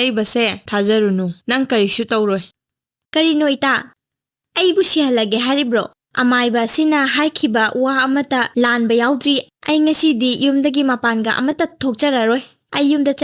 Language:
Manipuri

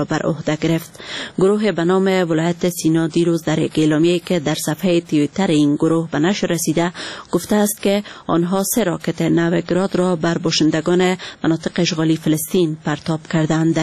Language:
Persian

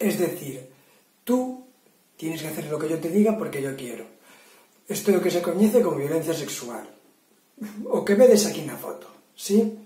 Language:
Galician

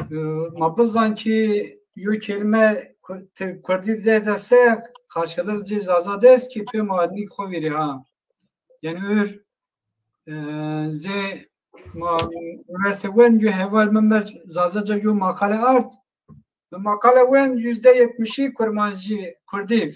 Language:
Zaza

